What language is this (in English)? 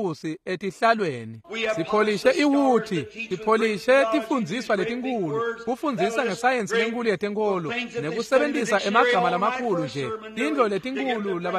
Swati